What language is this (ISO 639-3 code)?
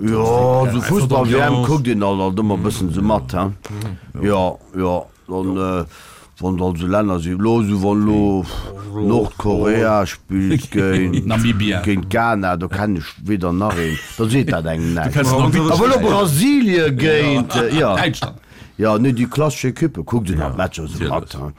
ltz